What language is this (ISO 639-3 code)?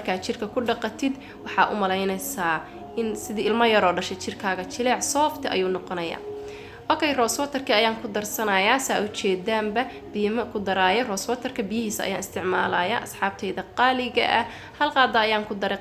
som